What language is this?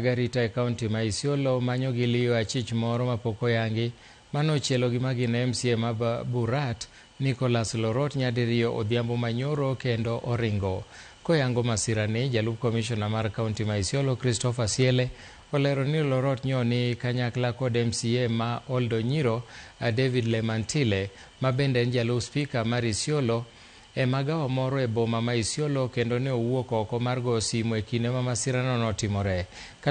Luo (Kenya and Tanzania)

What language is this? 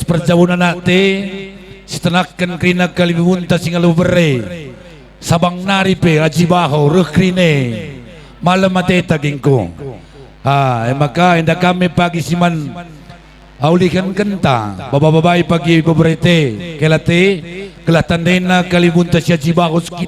Batak Karo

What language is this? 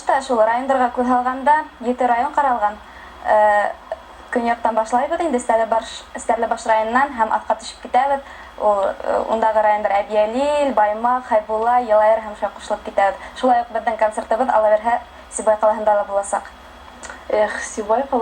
Bashkir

